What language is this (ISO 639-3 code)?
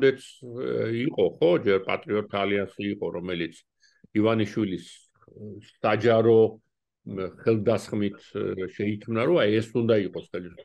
kat